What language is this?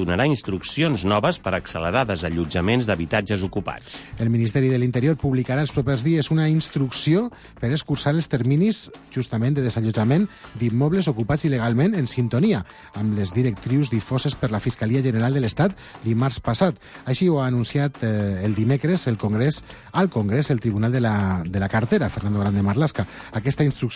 Catalan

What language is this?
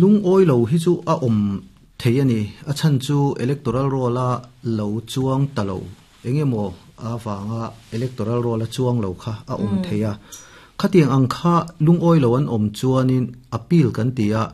Mizo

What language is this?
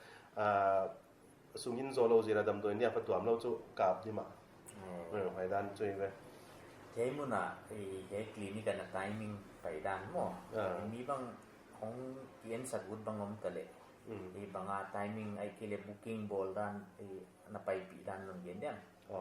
Paite Chin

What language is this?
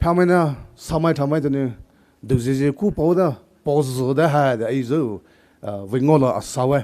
Poumei Naga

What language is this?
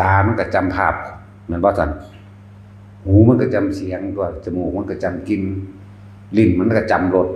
Northeastern Thai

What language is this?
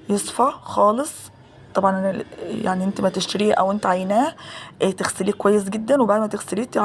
Egyptian Arabic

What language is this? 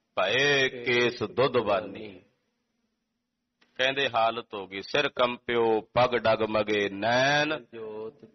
Punjabi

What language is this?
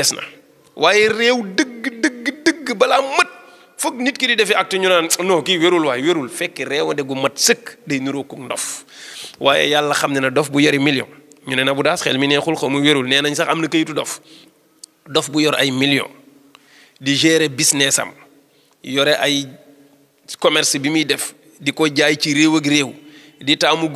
Wolof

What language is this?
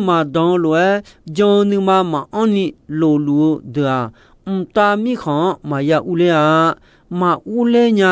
Akha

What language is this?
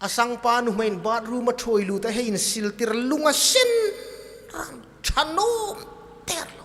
Hmar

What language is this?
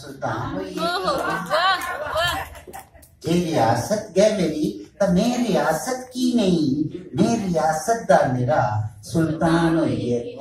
Dogri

